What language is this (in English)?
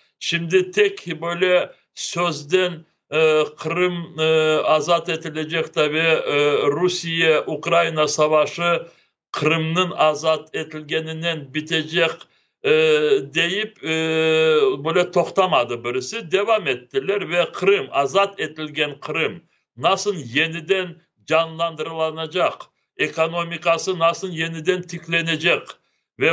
Crimean Tatar